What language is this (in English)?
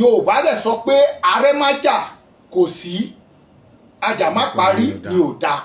Yoruba